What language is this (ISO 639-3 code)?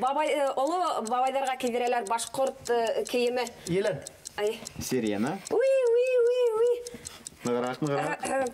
bak